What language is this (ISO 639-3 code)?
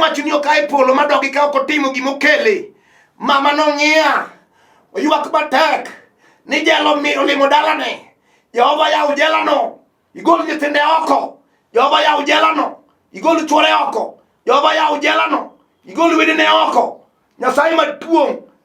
luo